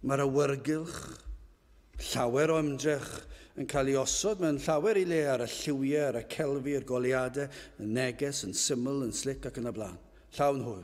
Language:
Welsh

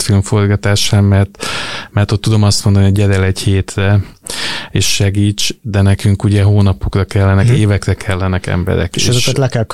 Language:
Hungarian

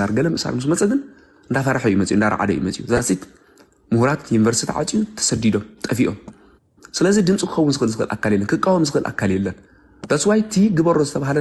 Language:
Tigrinya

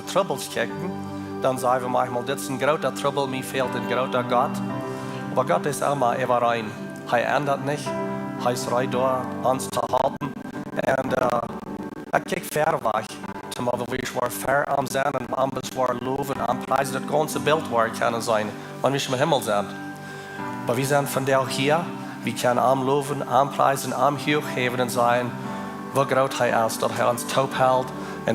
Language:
Plautdietsch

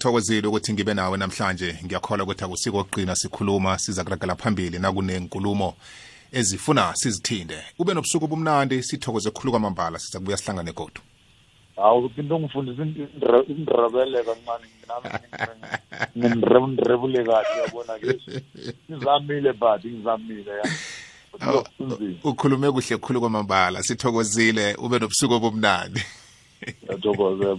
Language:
South Ndebele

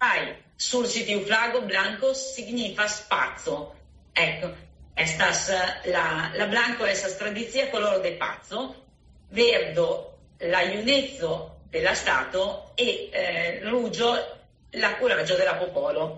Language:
Esperanto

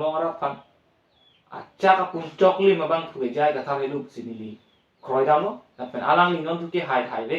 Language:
Karbi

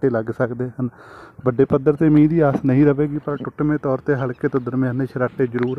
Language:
Punjabi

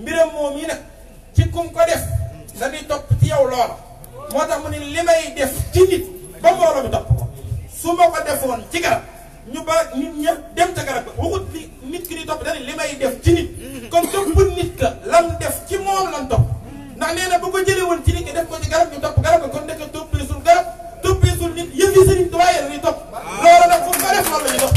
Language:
Wolof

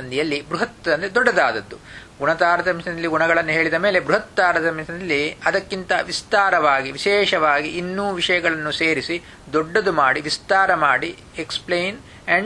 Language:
Kannada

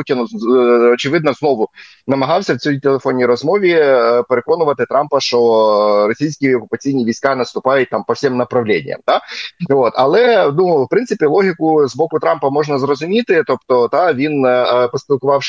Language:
Ukrainian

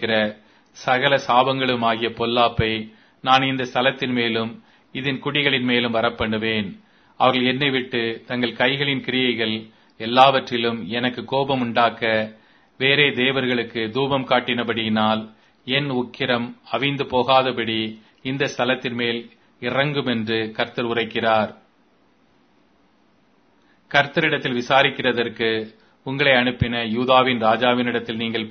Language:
Tamil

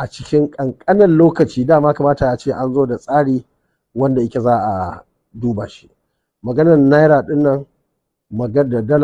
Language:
Hausa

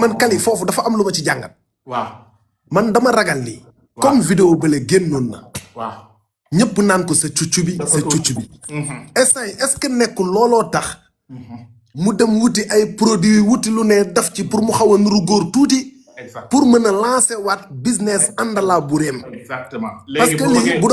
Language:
Wolof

